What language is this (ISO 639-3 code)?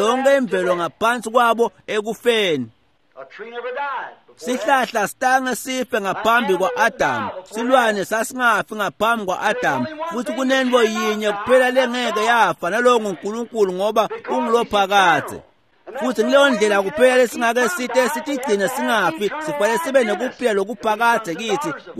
ssw